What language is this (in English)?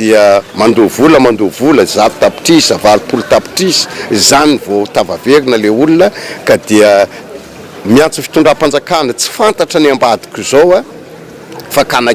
Malagasy